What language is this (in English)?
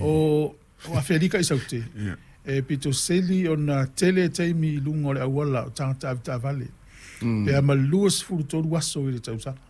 Samoan